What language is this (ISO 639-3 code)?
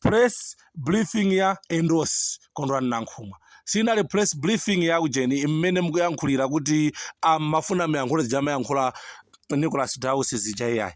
nya